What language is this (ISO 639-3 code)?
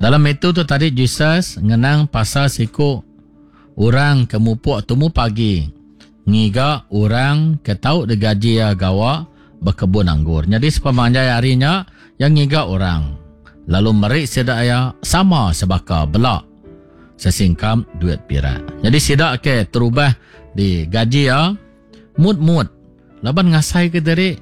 iba